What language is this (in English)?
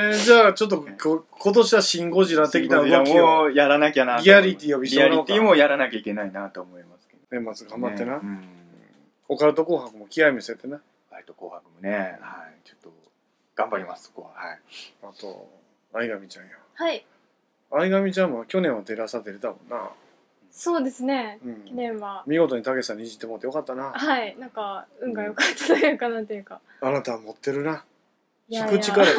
Japanese